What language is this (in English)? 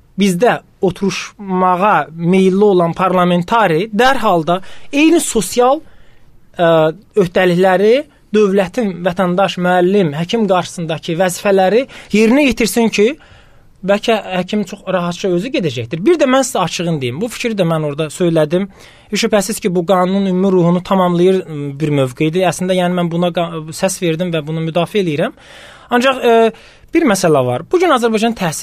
Azerbaijani